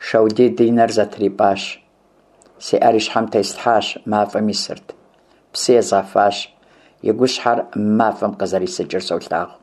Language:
Kabardian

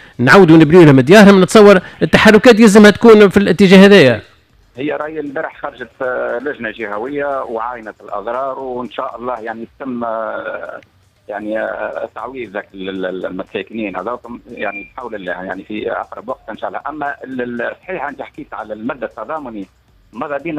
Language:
Tunisian Arabic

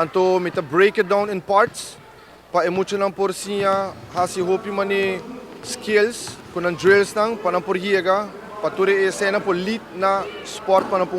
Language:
Papiamento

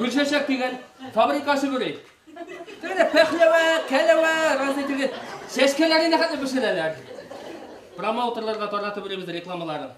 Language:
Bashkir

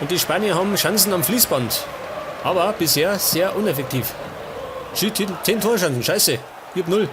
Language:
Bavarian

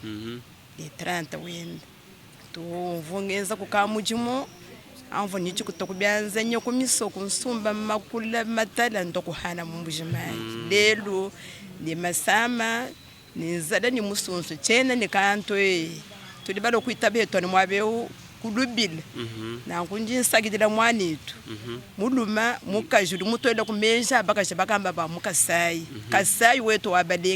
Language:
Luba-Lulua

